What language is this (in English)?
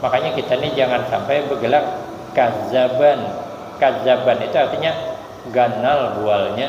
Banjar